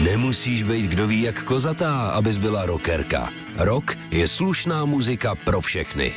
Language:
Czech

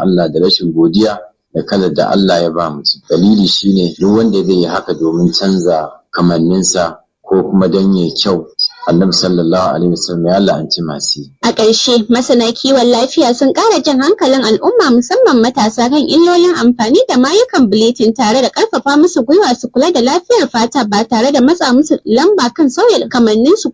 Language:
Hausa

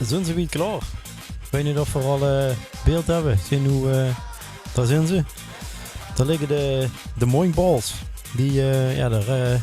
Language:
Limburgish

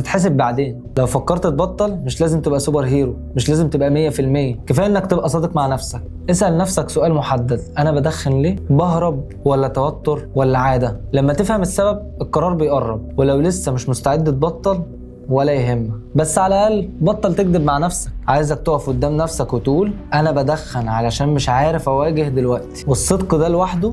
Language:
Egyptian Arabic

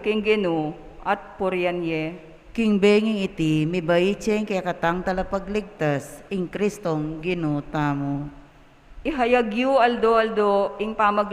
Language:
Pampanga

